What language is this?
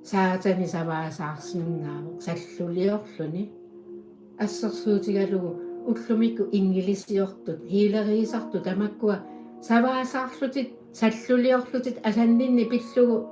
Kalaallisut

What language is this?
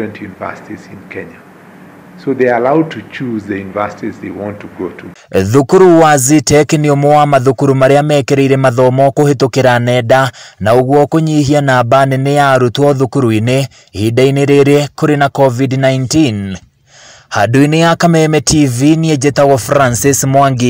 Kikuyu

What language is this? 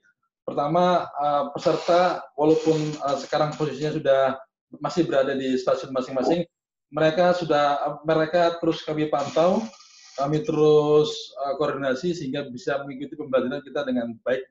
Indonesian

